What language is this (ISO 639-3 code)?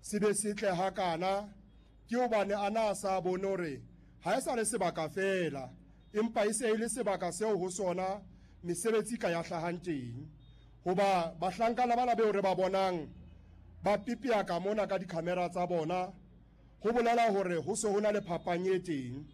sot